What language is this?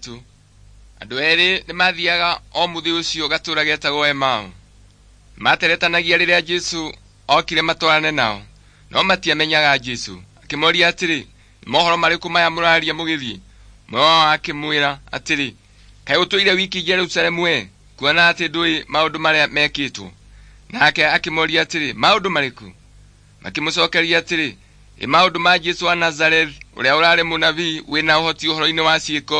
Kikuyu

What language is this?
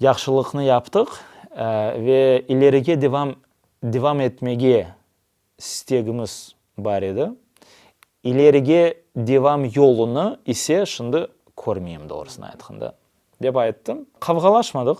Crimean Tatar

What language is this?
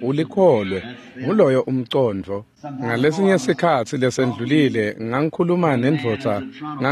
Swati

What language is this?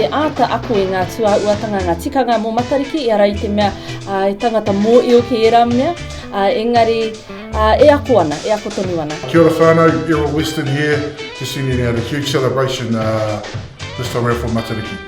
Māori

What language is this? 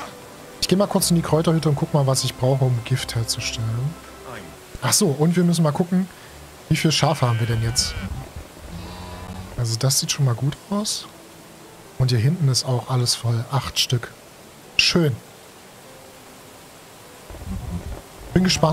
German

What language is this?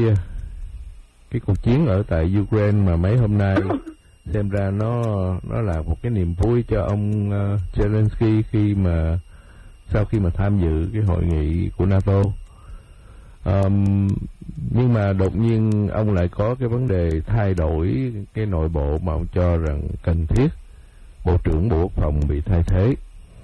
Vietnamese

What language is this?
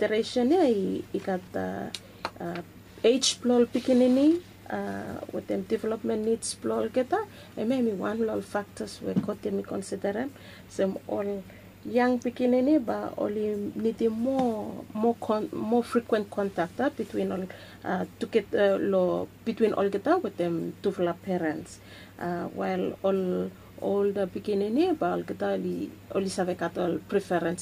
Bislama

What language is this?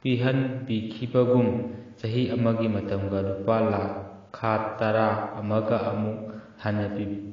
Manipuri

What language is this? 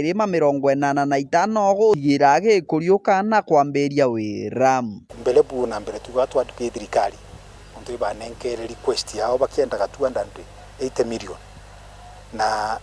Meru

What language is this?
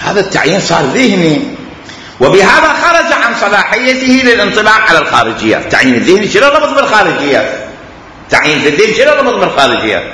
Mesopotamian Arabic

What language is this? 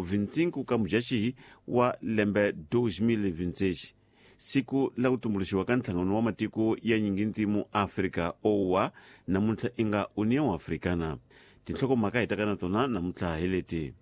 Tsonga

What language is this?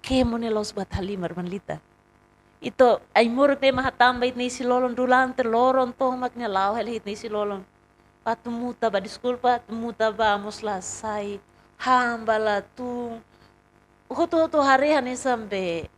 Tetum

